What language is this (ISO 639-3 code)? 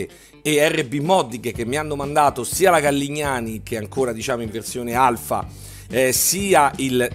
ita